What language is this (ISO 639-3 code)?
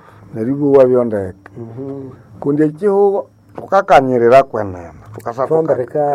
nnb